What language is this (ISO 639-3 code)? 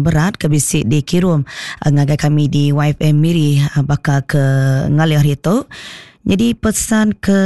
iba